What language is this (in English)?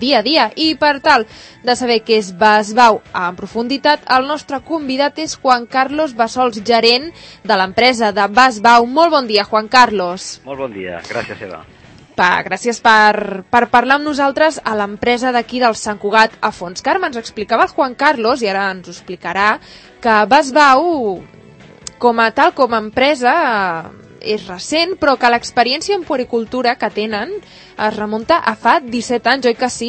Catalan